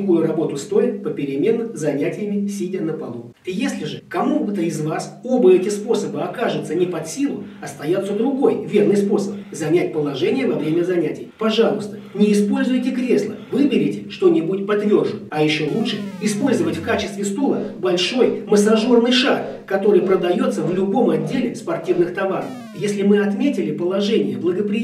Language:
Russian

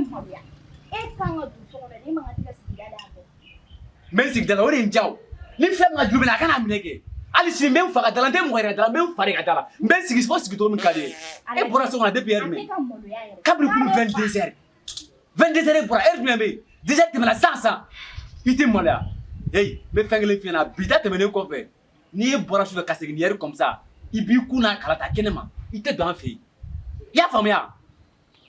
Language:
Bambara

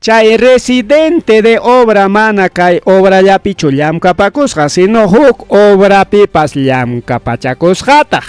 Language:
Ayacucho Quechua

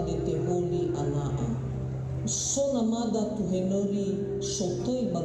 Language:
Nias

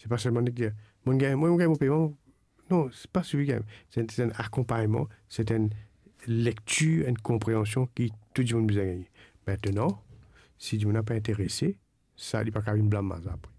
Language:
Morisyen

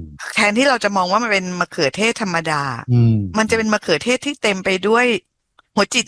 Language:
Thai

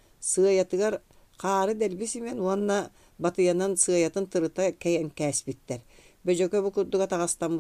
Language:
Yakut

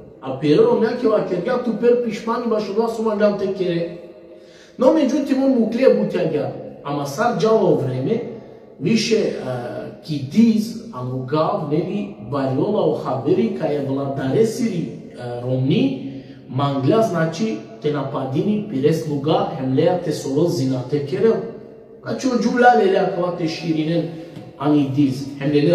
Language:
Balkan Romani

